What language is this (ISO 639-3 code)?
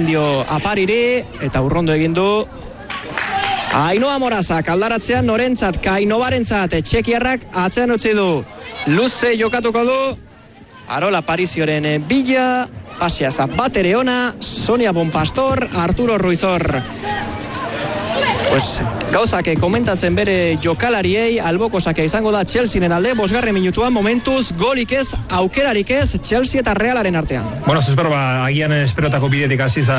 eus